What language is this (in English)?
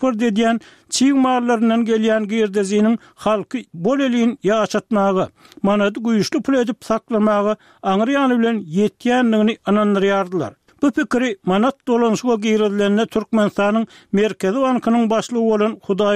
Turkmen